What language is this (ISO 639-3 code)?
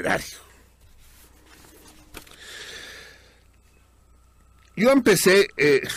spa